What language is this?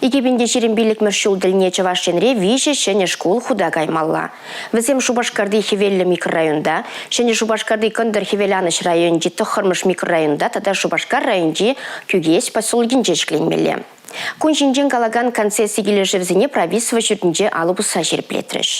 Chuvash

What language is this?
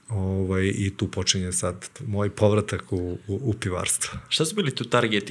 Serbian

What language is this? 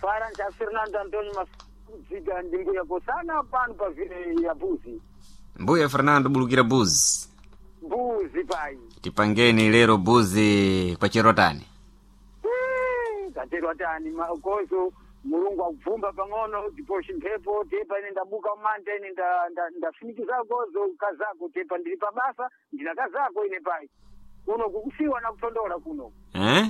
Sena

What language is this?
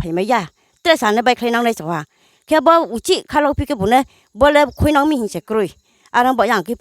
Riang (India)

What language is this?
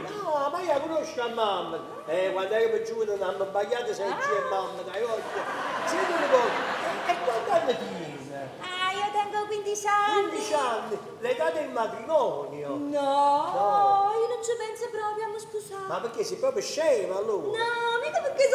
Neapolitan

